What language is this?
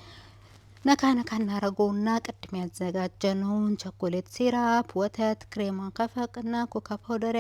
Amharic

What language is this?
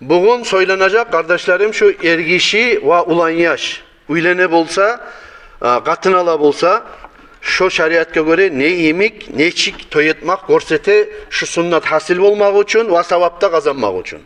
Kumyk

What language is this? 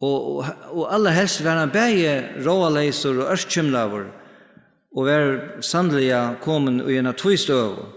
Faroese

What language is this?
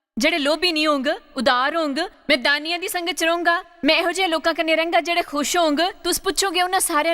Dogri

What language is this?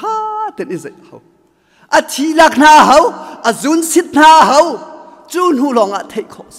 Hakha Chin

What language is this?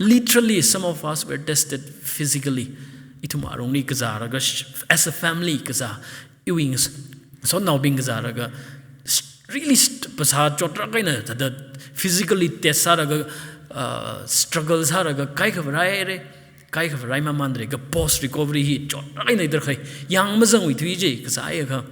Tangkhul Naga (India)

